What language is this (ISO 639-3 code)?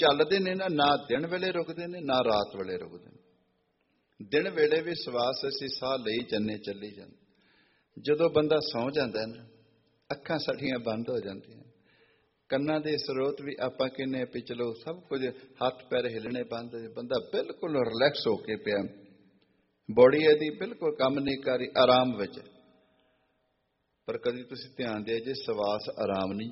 pan